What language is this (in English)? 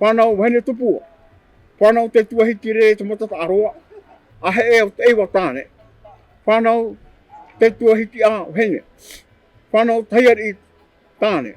Tahitian